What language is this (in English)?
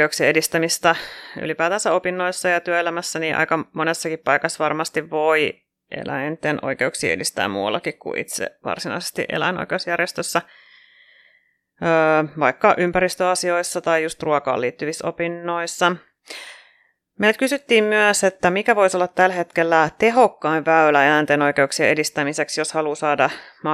Finnish